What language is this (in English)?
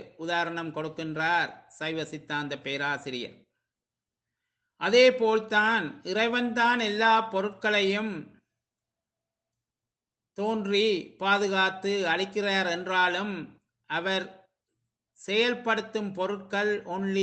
Tamil